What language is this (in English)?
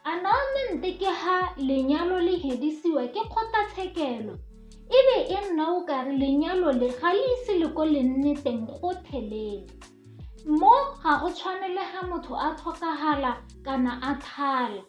Tswana